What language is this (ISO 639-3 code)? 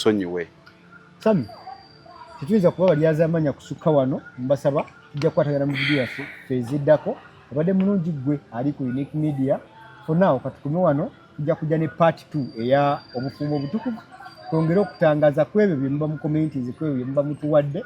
lug